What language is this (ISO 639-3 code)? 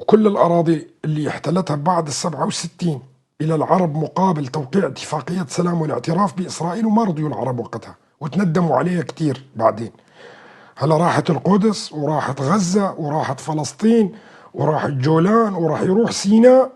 apc